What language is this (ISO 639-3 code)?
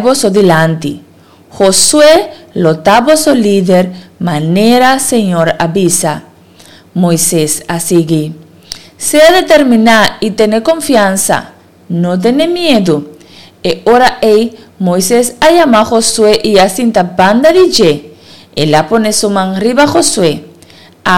pap